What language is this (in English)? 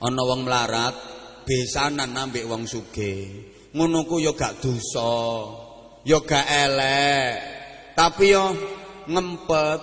Javanese